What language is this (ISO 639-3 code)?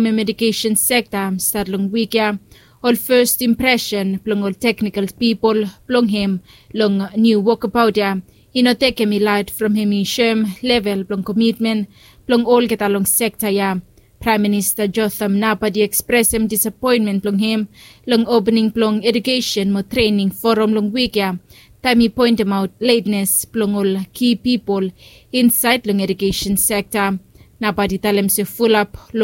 bis